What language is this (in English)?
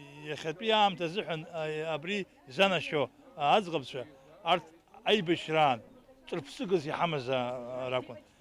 Abkhazian